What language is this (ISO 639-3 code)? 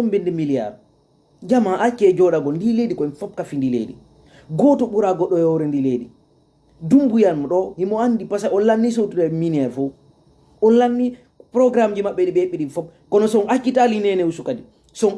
ful